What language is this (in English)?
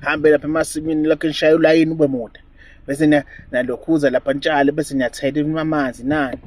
Zulu